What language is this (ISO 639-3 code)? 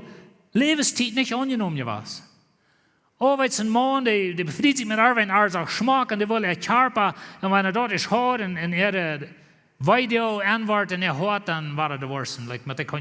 pdt